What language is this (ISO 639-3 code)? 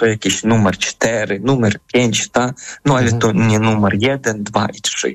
pol